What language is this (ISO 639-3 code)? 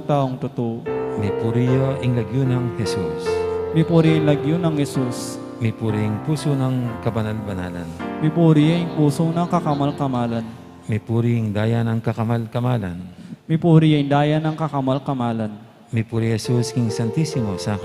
pam